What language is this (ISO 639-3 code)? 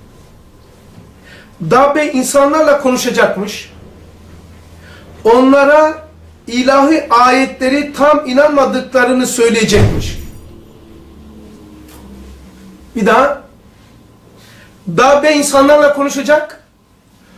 tur